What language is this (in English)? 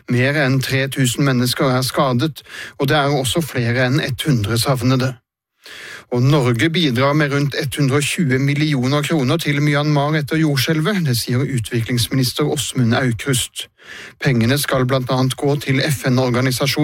Norwegian